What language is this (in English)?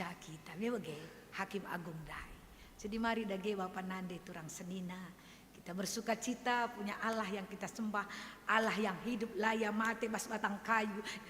Batak Karo